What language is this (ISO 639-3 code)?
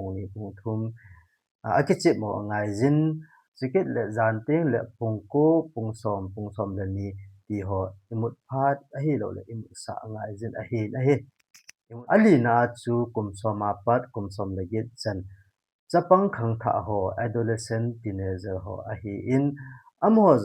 tcz